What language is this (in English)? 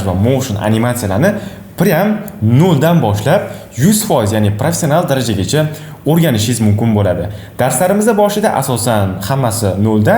Uzbek